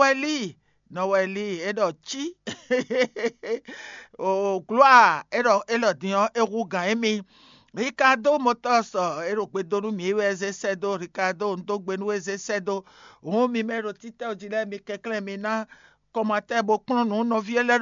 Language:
Fon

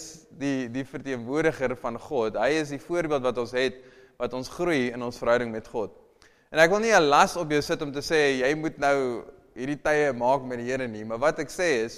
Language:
Afrikaans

